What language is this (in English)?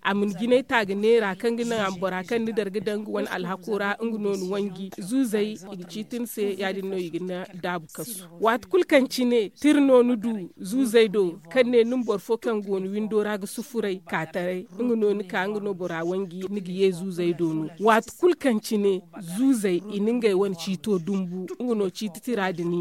Zarma